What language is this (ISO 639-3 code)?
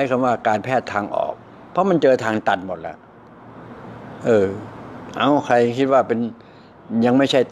tha